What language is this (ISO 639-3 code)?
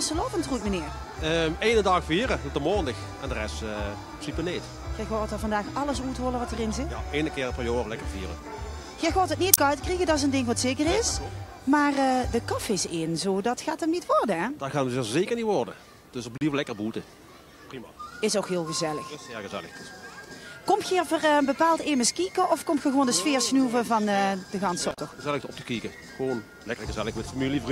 lim